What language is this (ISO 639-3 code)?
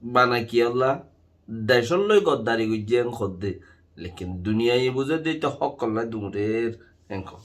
rhg